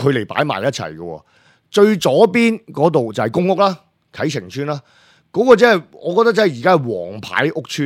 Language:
Cantonese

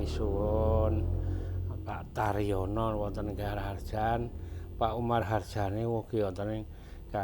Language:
Javanese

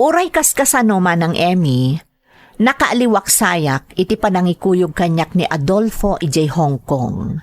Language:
Iloko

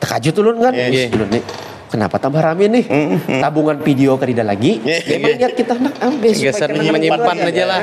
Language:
Banjar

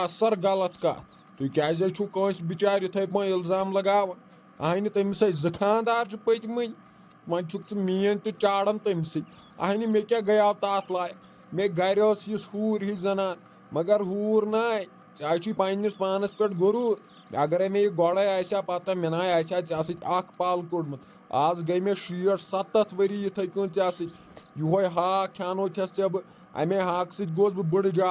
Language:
Kashmiri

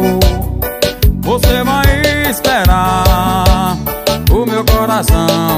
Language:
Portuguese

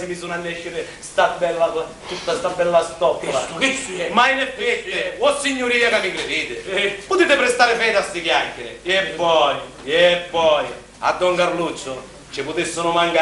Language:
Sicilian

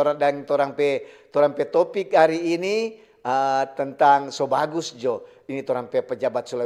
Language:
Manado Malay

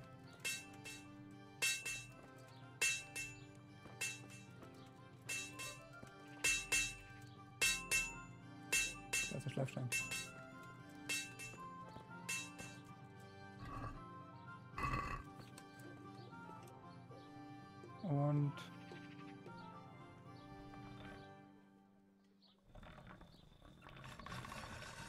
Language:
German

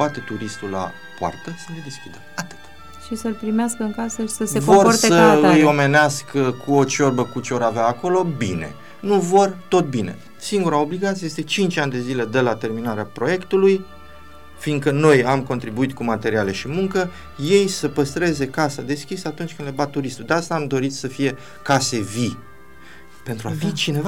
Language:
Romanian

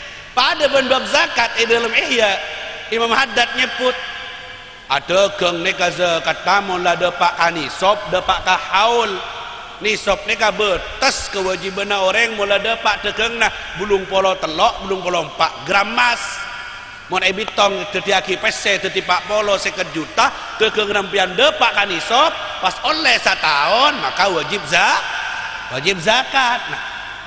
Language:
Madurese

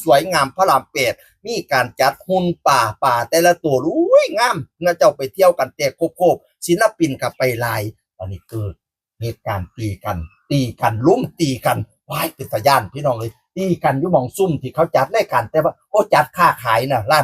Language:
Northeastern Thai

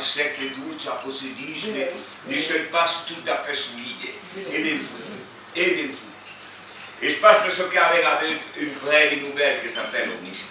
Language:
Occitan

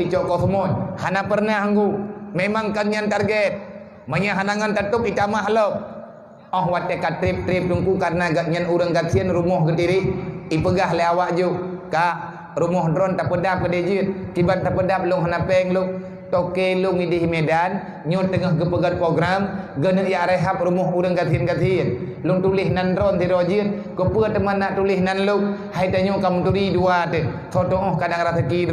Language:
Achinese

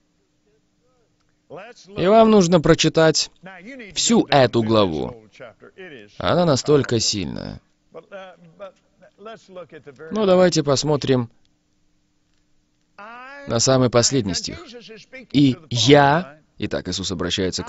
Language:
Russian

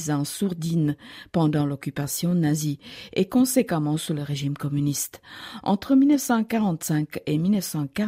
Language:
French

